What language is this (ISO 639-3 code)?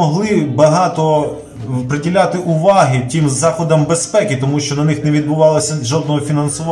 ukr